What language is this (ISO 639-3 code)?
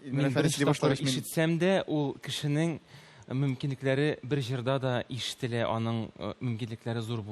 tat